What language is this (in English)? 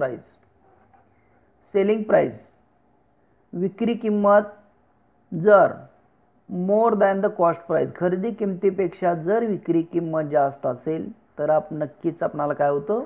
Marathi